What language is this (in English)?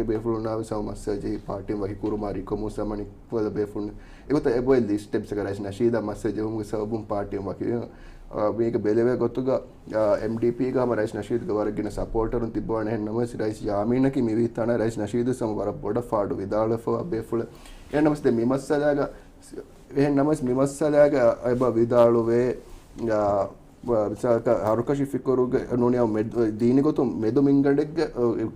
Divehi